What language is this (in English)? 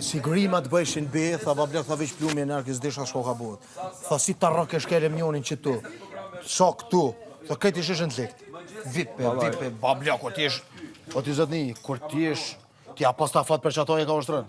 Albanian